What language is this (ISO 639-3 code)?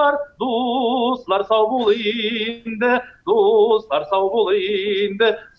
tat